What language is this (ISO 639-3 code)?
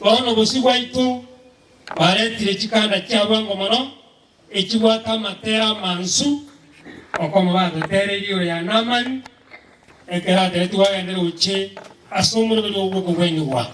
guz